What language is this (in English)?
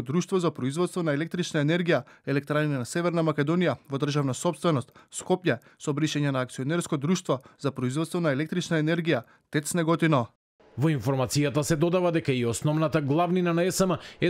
Macedonian